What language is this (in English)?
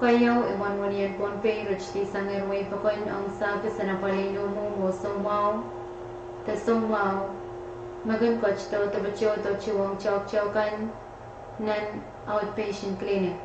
Pohnpeian